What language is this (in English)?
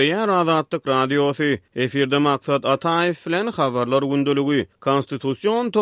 Turkmen